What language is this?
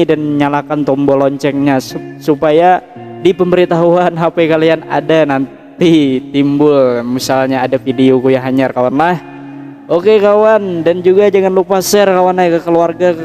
Banjar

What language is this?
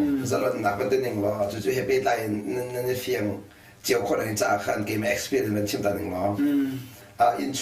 Hakha Chin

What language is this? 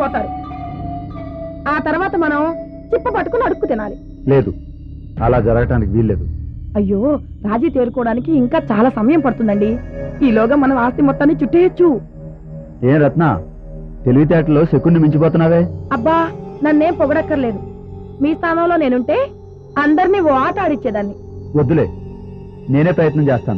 Telugu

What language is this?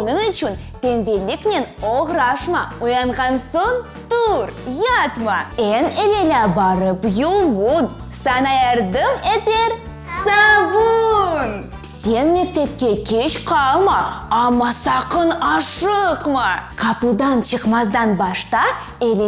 Crimean Tatar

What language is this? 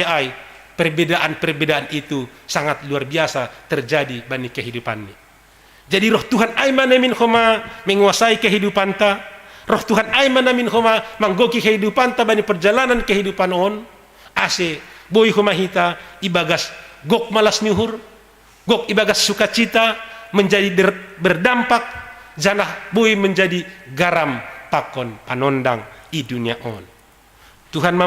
Batak Simalungun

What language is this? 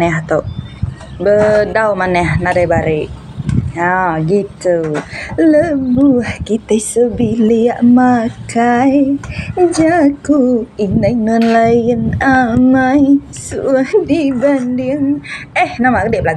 Iban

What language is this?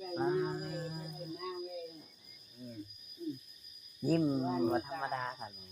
Northeastern Thai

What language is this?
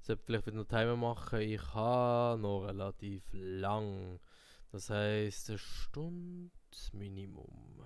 Swiss German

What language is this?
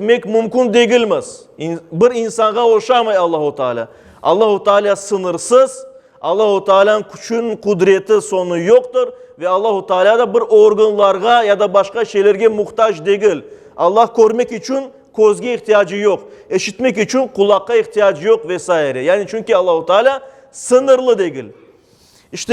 Crimean Tatar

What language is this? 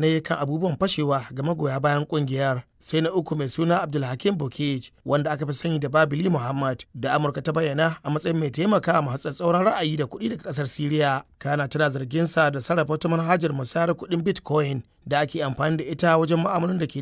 Hausa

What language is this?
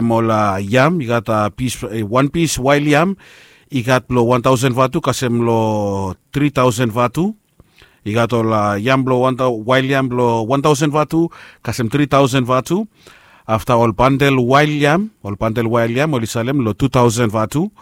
Bislama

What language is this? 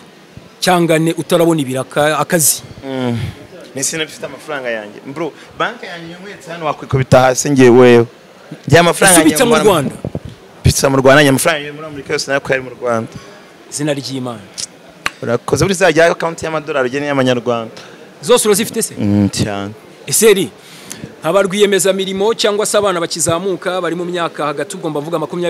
Kinyarwanda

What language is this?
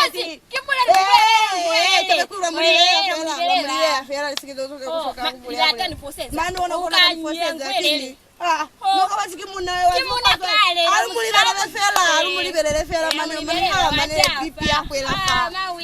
Lozi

